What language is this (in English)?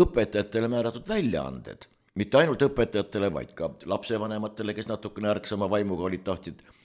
Estonian